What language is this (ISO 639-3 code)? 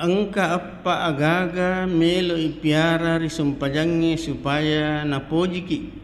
bug